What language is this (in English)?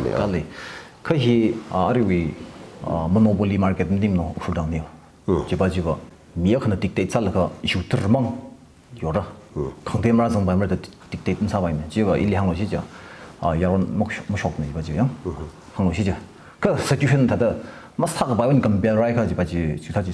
Tangkhul Naga (India)